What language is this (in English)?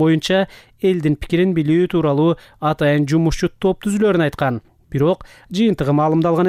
Kyrgyz